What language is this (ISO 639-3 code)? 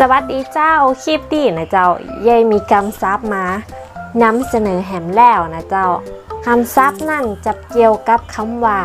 nod